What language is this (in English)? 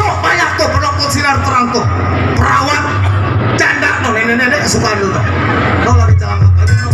Betawi